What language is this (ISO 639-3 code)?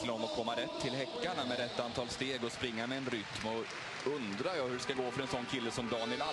swe